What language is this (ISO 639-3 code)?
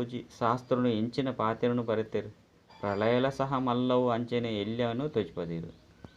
tcy